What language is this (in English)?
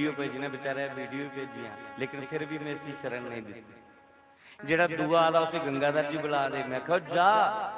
Dogri